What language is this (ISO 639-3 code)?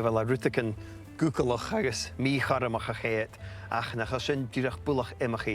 gla